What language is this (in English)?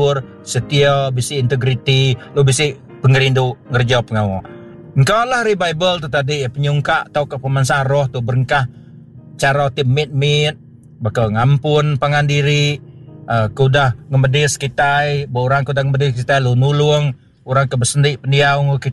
Iban